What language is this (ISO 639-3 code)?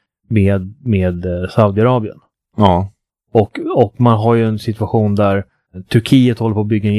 swe